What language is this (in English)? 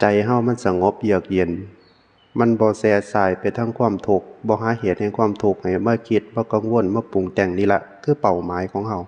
Northeastern Thai